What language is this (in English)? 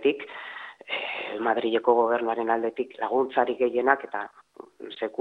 Basque